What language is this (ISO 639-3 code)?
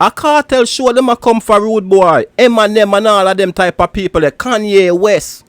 jam